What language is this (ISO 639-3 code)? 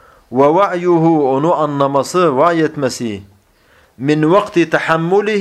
tur